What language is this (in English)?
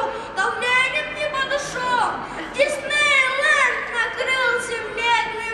Buriat